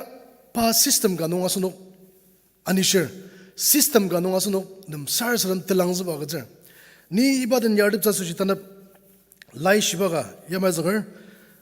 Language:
Ao Naga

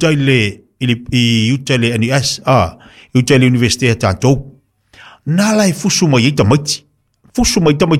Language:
Samoan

